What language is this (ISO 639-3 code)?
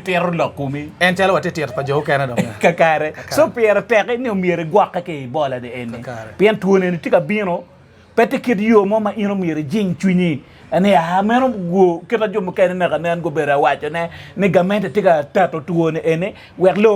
ach